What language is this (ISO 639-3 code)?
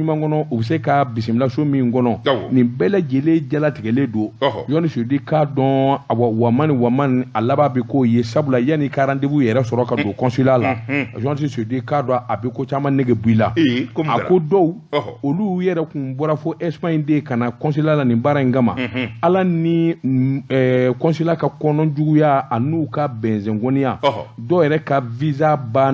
bam